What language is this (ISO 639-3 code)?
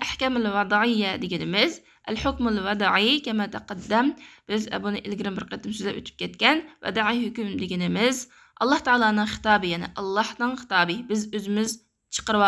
uig